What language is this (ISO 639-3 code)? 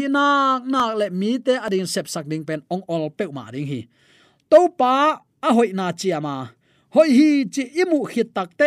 ctd